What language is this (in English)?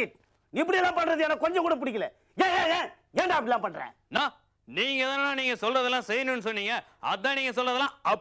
Tamil